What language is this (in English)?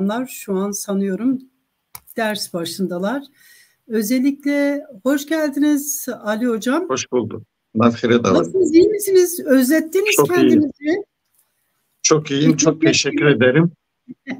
Turkish